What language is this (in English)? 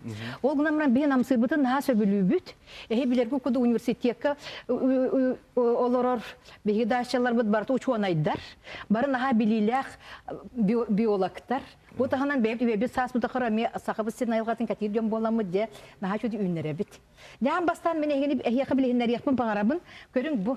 Yakut